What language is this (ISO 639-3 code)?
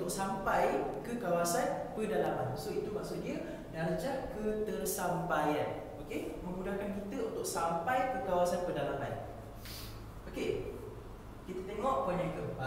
msa